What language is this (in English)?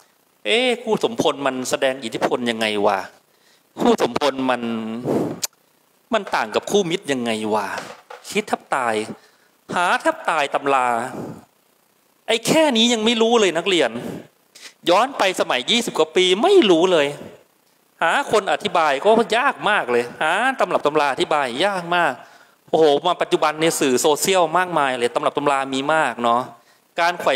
Thai